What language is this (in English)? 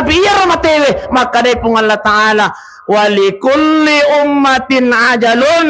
Buginese